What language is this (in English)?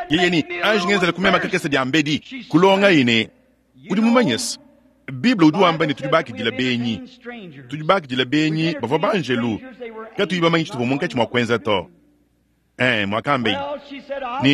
Luba-Lulua